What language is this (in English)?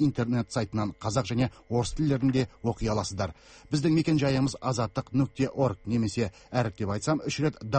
Kazakh